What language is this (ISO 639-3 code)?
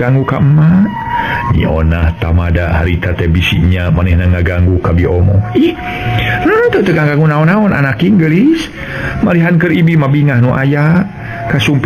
sun